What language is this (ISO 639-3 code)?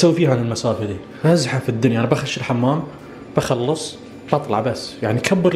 ars